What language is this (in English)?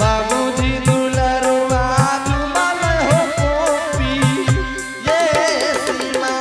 Angika